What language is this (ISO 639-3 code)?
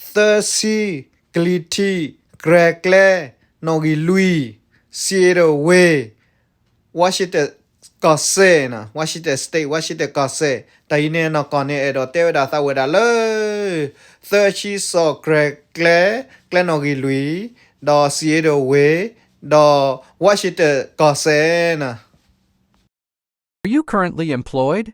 ksw